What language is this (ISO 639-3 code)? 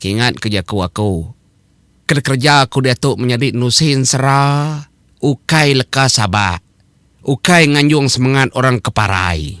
iba